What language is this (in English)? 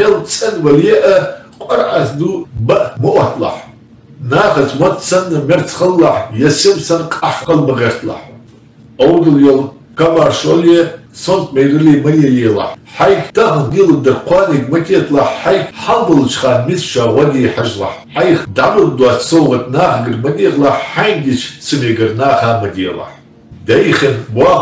Ingush